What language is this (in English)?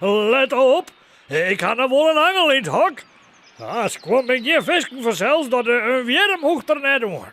Western Frisian